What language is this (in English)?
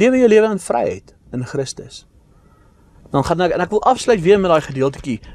Afrikaans